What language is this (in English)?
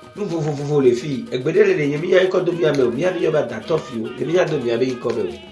Ewe